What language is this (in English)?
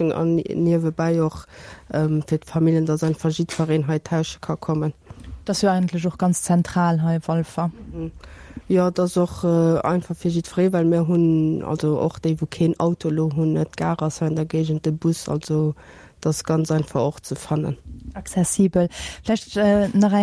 Luxembourgish